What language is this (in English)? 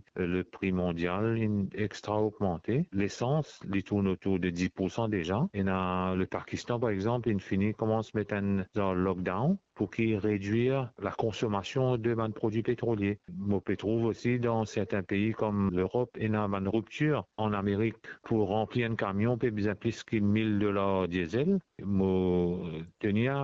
Morisyen